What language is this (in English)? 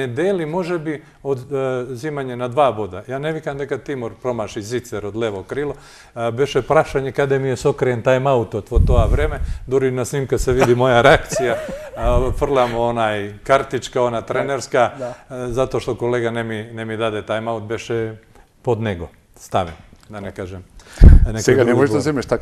Macedonian